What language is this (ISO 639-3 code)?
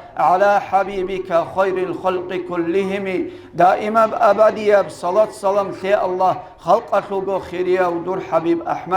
ava